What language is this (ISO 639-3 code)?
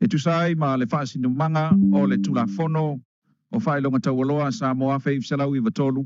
smo